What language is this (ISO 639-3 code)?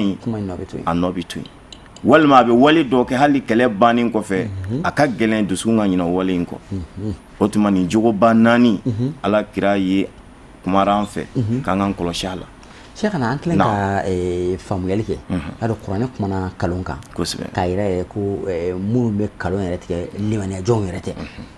bam